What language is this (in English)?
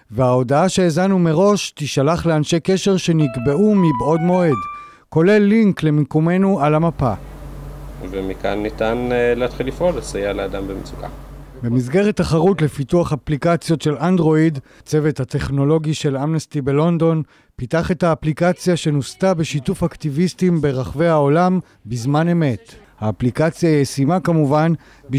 Hebrew